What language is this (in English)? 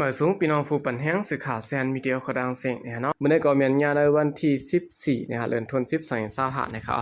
Shan